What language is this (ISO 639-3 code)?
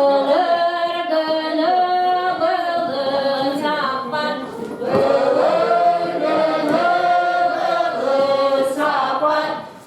sah